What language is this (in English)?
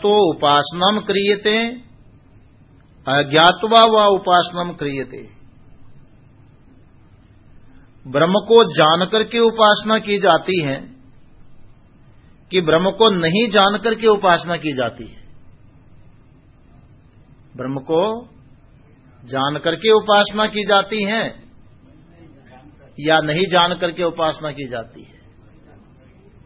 Hindi